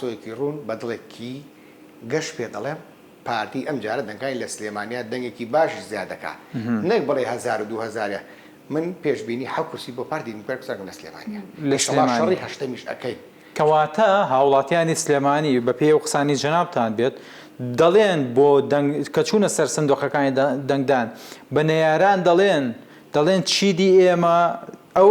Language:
Central Kurdish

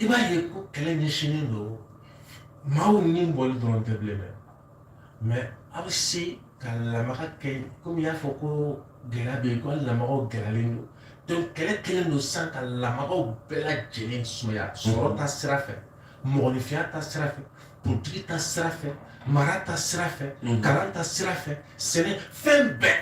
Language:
Bambara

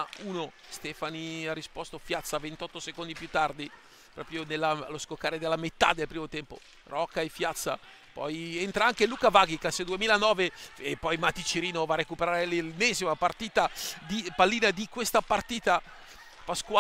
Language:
Italian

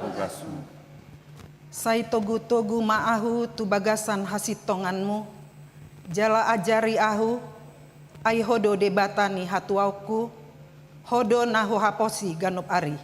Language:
Batak Toba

